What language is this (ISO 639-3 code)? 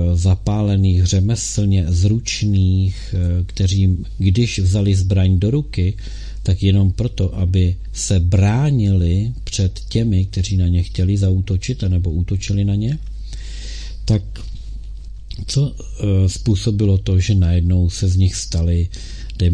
ces